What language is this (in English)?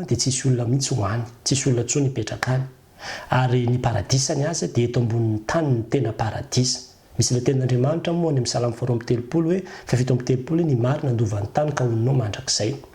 Malagasy